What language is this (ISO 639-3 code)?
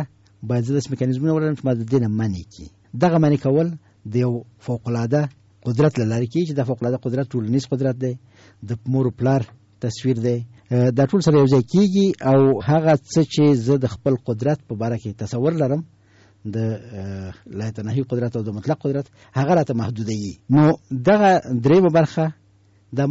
pus